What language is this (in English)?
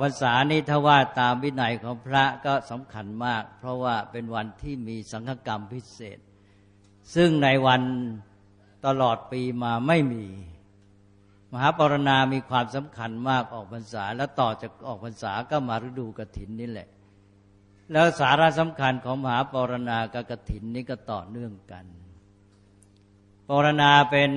Thai